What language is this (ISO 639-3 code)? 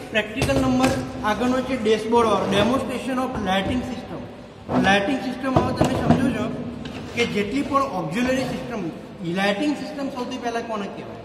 guj